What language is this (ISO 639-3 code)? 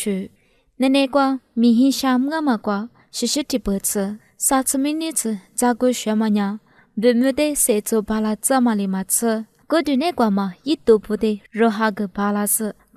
lis